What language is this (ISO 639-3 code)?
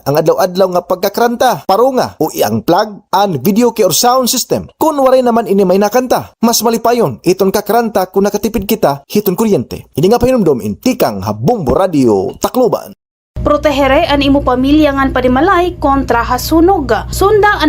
war